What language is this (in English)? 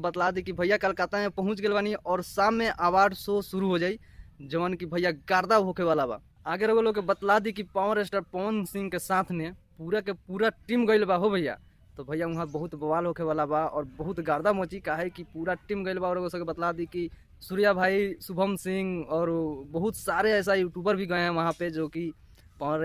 Bhojpuri